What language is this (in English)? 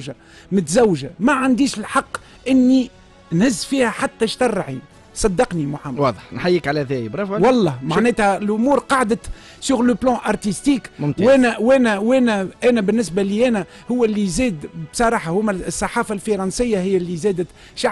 Tunisian Arabic